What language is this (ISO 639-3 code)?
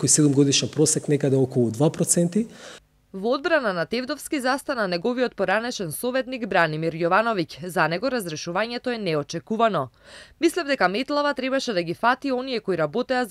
mkd